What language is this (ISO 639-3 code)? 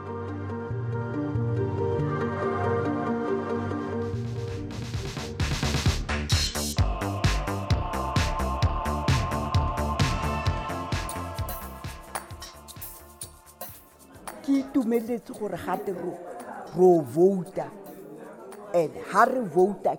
isl